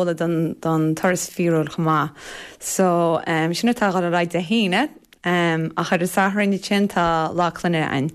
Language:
Irish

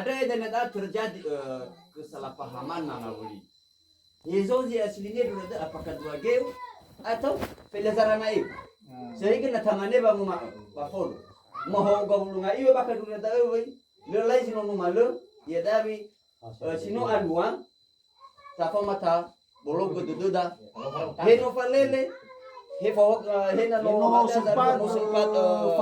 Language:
Nias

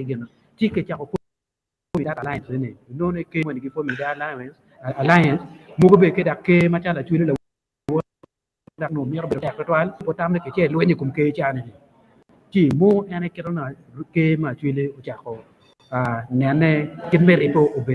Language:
Acoli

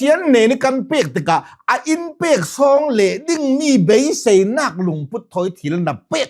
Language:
Hakha Chin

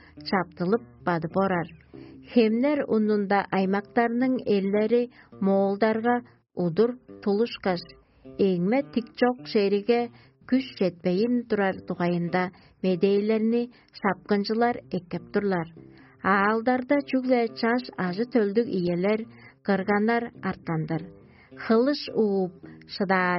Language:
Tuvinian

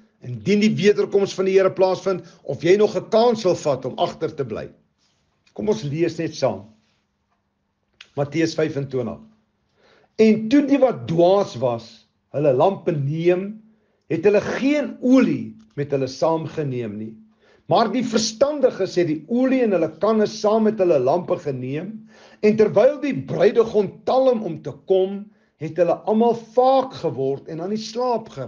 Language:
Afrikaans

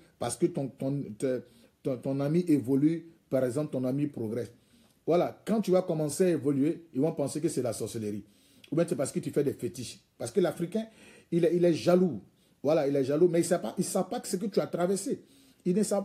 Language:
French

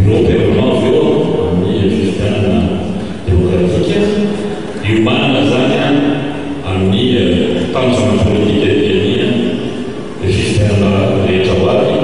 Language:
Malagasy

